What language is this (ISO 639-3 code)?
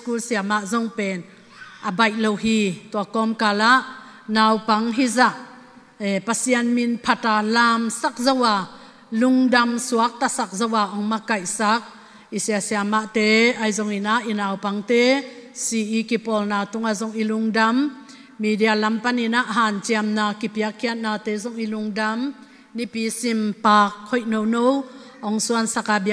ctd